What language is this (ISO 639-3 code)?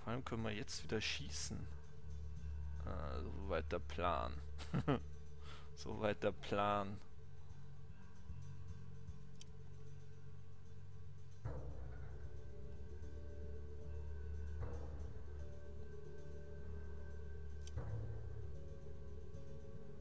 deu